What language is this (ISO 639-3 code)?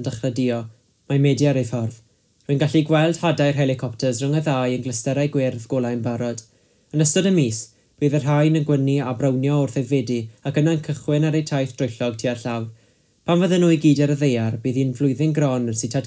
cym